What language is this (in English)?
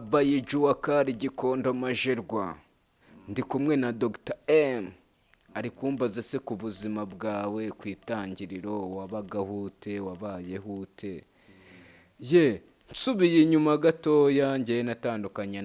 Kinyarwanda